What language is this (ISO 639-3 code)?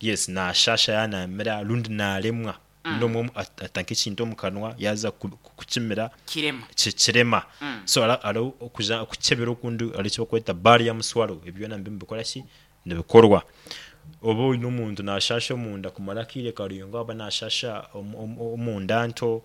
nyn